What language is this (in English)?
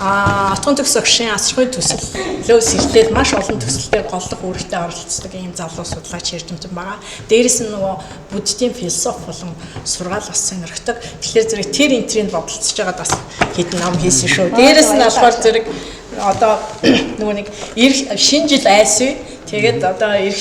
Mongolian